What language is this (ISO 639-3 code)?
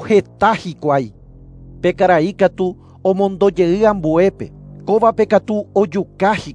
grn